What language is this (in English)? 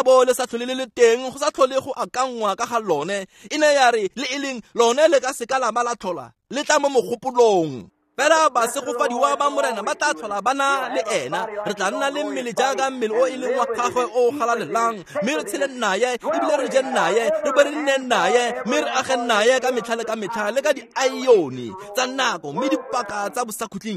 Tswana